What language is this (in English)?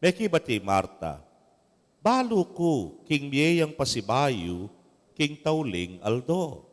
Pampanga